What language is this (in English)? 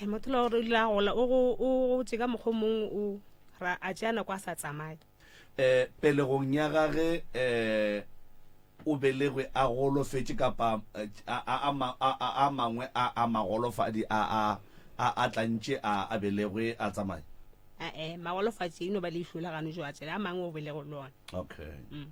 Northern Sotho